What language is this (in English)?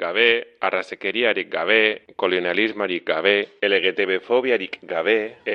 Basque